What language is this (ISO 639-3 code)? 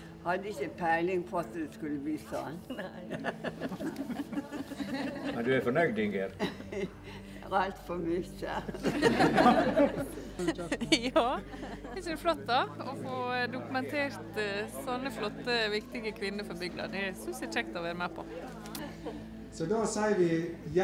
nor